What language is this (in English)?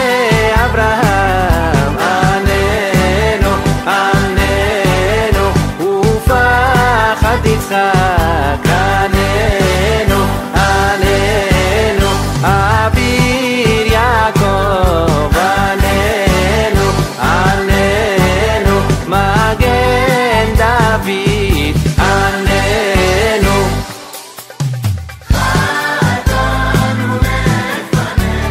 Hebrew